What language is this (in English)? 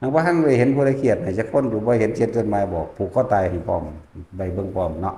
Northeastern Thai